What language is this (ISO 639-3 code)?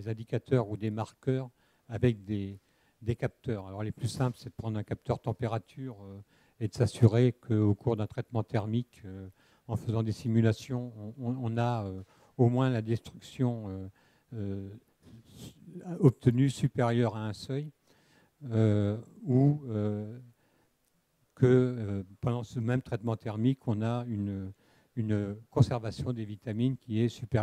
fra